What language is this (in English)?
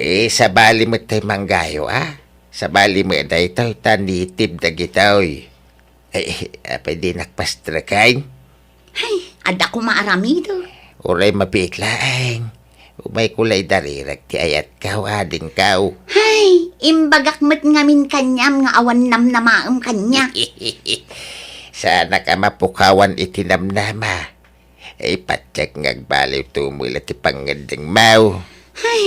Iloko